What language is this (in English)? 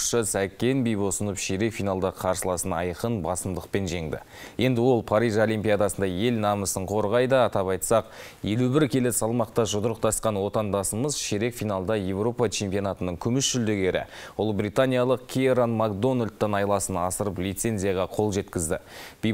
Kazakh